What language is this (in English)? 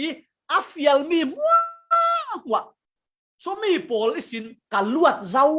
Falam Chin